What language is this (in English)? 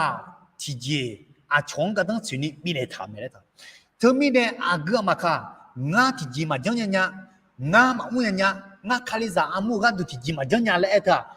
Akha